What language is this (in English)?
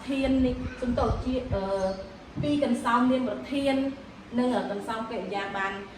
Khmer